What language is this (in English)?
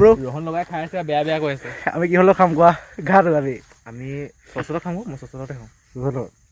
Assamese